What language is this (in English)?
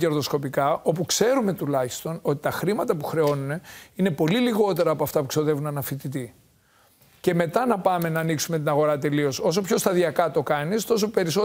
Greek